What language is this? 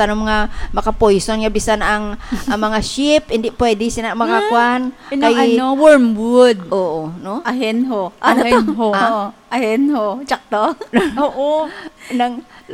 Hiligaynon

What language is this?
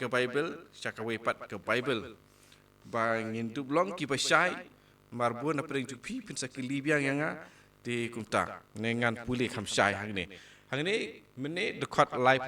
Khasi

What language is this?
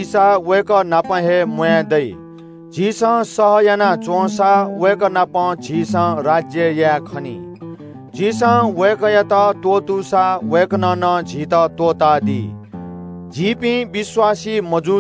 Newari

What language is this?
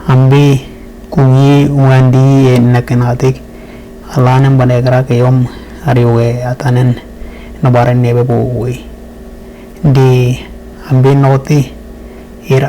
Western Dani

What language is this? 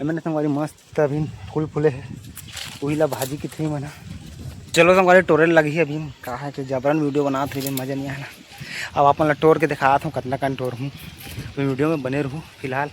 Chhattisgarhi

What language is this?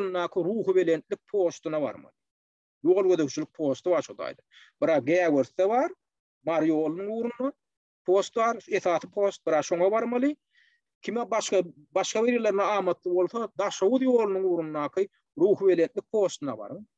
Turkmen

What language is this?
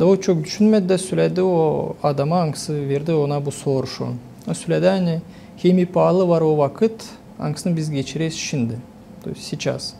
Gagauz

